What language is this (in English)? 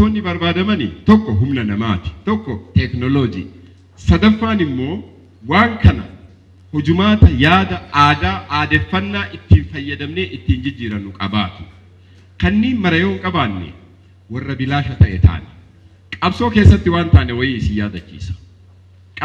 Oromo